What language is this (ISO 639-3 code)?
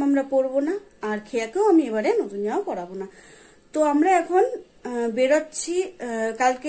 ben